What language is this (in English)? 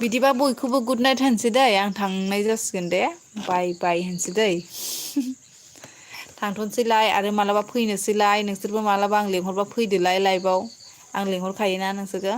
Bodo